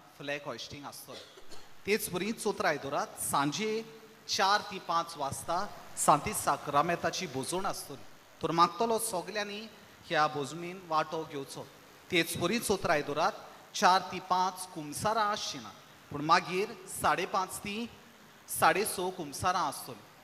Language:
Konkani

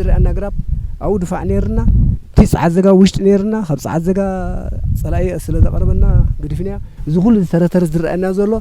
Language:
Tigrinya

